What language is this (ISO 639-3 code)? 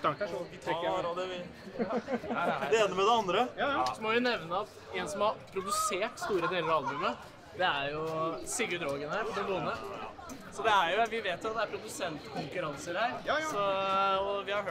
nor